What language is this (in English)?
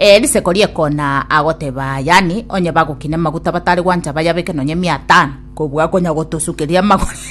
Gusii